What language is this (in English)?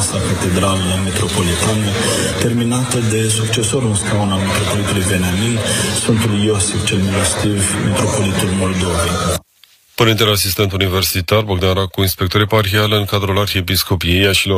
Romanian